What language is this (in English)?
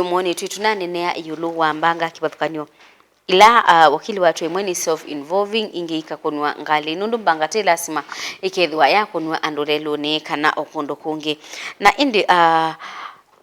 Kamba